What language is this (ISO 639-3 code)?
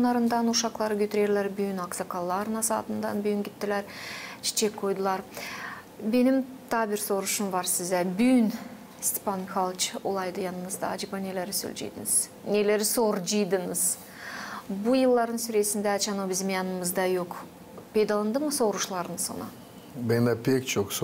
gag